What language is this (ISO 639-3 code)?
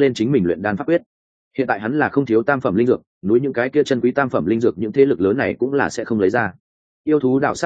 vie